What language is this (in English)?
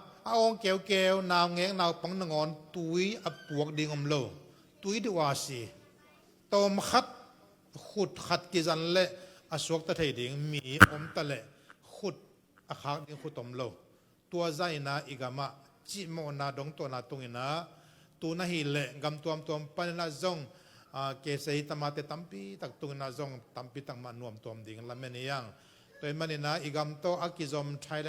Tedim Chin